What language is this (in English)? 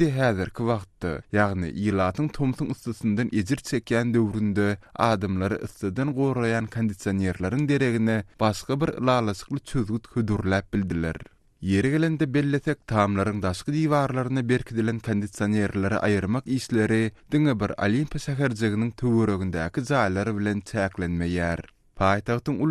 Turkmen